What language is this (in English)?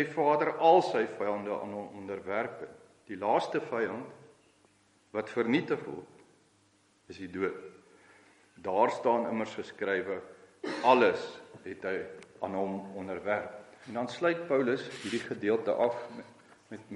Afrikaans